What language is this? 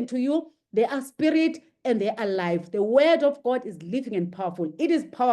English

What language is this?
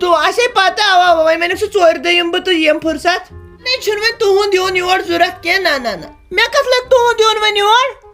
Kashmiri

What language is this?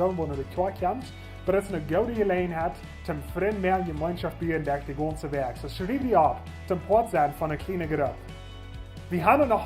Plautdietsch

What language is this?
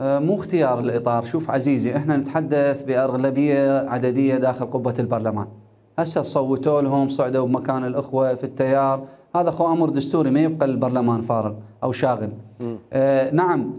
Mesopotamian Arabic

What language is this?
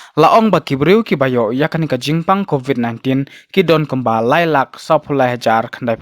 Khasi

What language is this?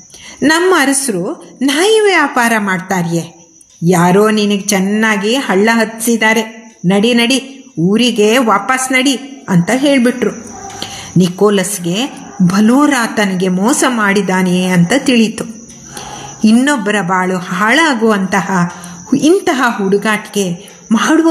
Kannada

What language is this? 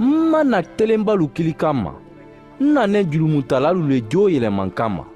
Mandingo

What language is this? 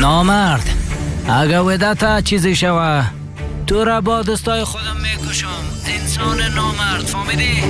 Persian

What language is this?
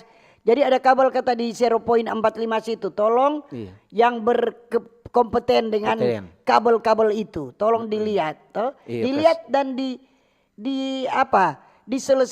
Manado Malay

